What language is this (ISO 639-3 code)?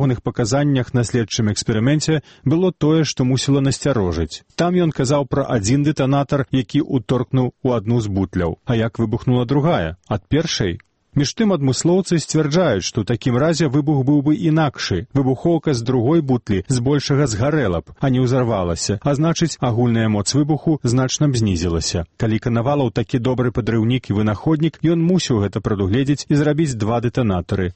bel